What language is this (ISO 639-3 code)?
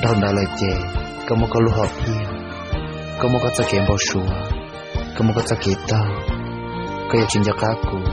hmn